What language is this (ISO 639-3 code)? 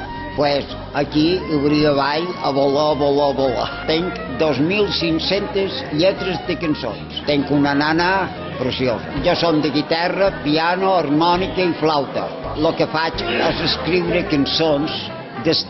cat